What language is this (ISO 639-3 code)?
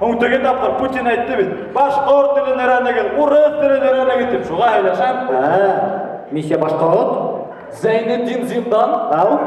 bak